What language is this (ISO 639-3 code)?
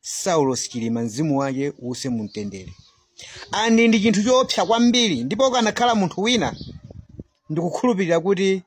nya